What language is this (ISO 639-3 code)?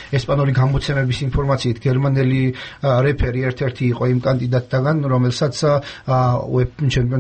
kat